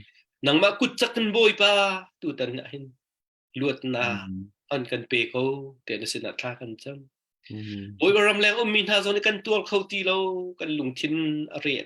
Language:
Hakha Chin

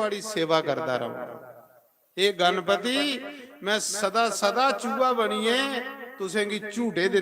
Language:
Dogri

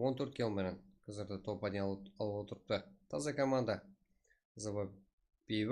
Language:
Kara-Kalpak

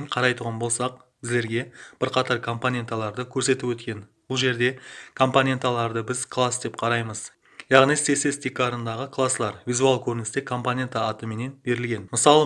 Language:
Kara-Kalpak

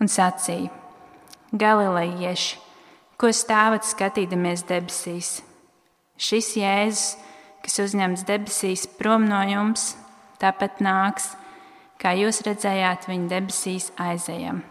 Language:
Latvian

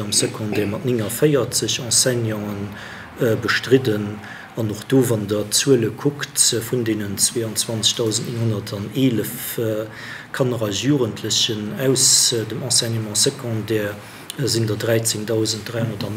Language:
Luxembourgish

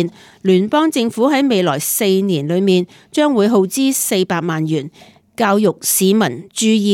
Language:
Cantonese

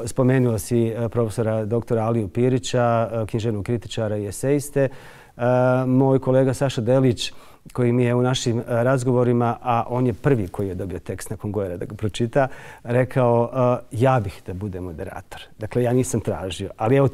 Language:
Bosnian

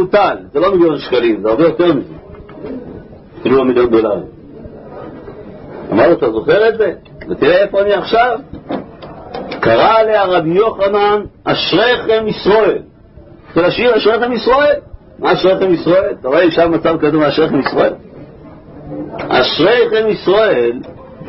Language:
Hebrew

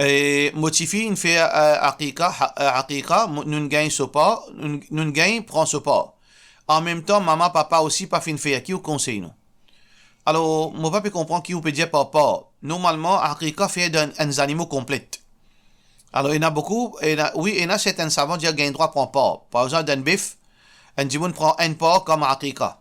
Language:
Morisyen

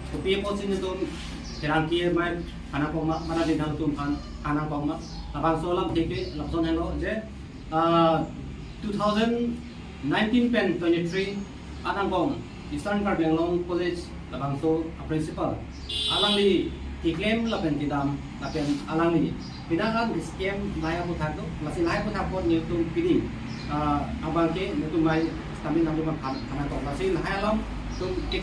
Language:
Karbi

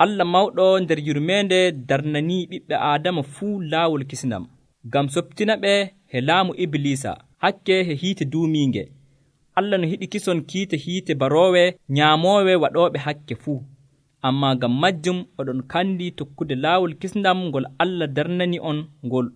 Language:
Nigerian Fulfulde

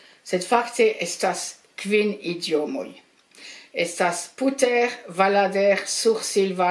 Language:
Esperanto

